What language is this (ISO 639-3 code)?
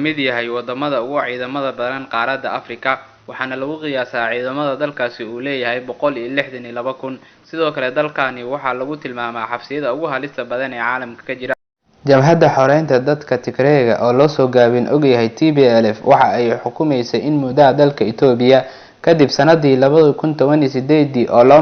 som